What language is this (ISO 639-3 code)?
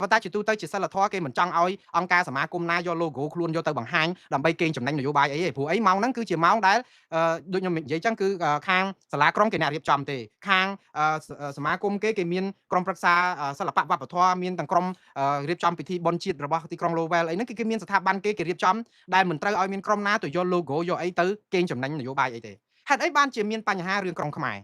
khm